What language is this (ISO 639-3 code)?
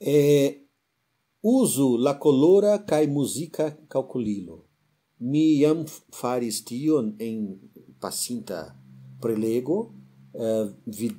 epo